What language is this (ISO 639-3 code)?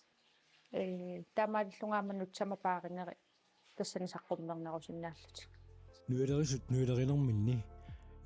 kal